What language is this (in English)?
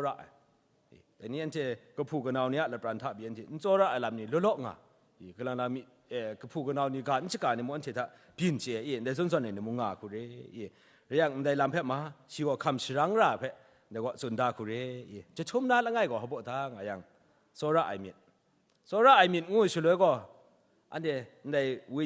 Kachin